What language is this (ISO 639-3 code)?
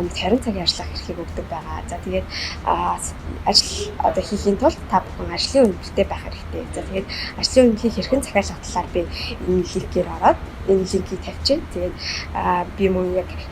mon